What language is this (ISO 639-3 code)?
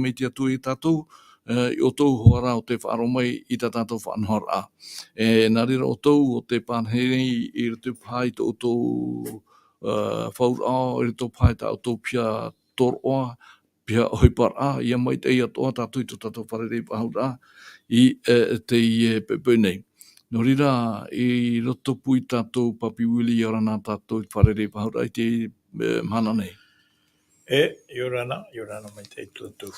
tah